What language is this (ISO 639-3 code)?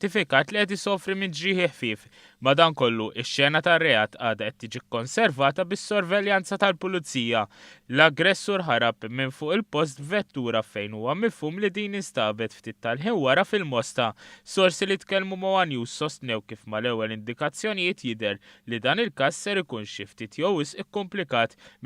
mlt